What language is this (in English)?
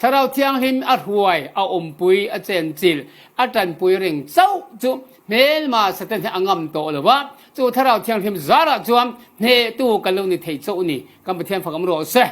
Falam Chin